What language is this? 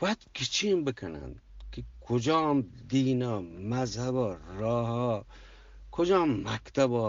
Eastern Balochi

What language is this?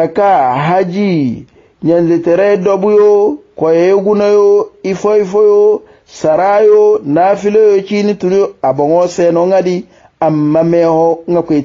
Hausa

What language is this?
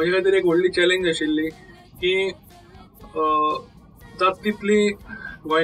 Konkani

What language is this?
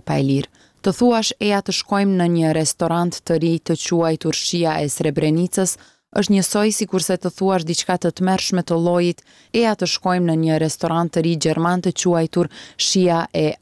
Albanian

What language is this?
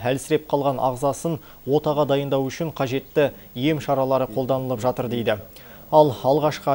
Kazakh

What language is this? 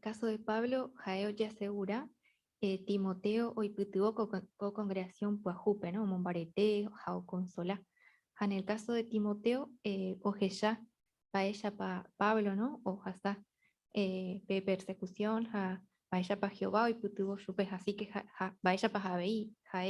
Guarani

